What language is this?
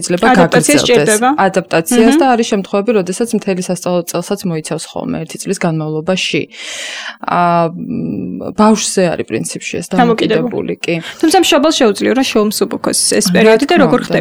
Georgian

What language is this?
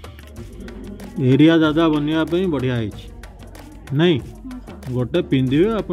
Odia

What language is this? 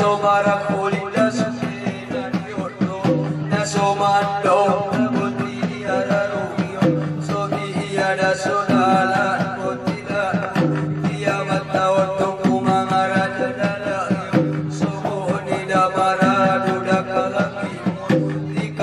Batak Angkola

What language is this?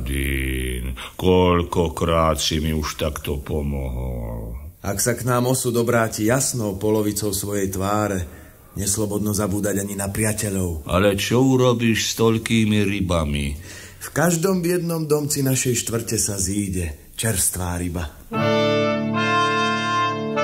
Slovak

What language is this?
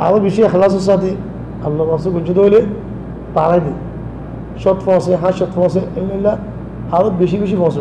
Rohingya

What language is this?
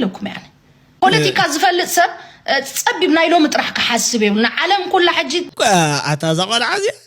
Tigrinya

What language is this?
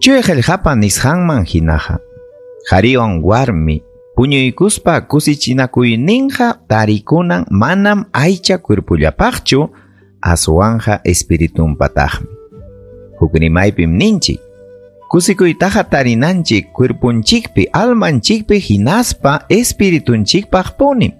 Ayacucho Quechua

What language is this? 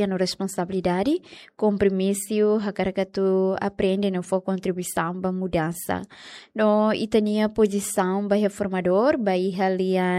Tetum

